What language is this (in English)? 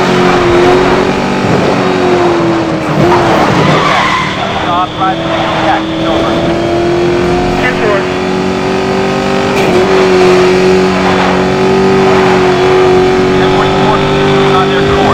English